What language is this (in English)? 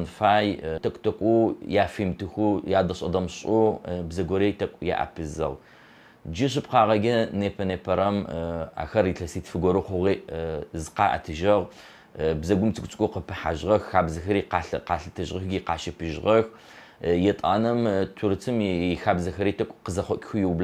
Adyghe